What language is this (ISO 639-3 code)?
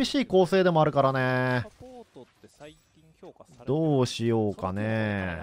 jpn